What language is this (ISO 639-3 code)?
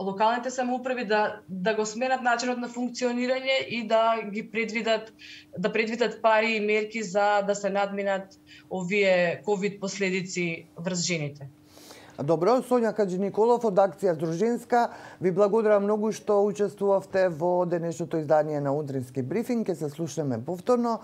mkd